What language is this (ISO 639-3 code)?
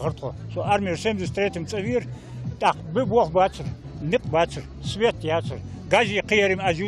inh